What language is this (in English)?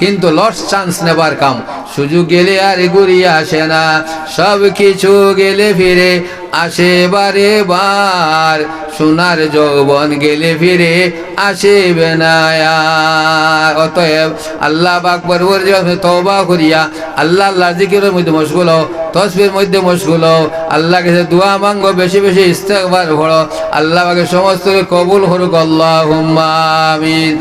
Sylheti